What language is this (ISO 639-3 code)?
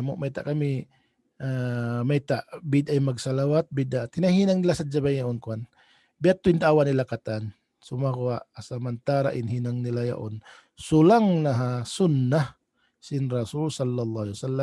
tsg